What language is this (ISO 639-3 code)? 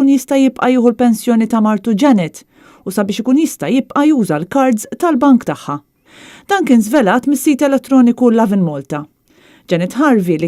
mlt